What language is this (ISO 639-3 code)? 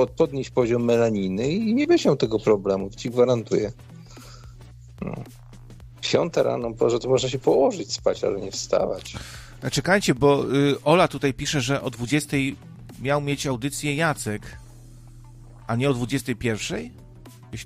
pol